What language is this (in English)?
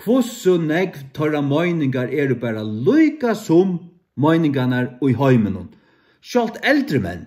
Faroese